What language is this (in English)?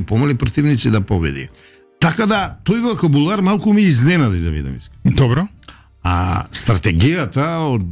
Macedonian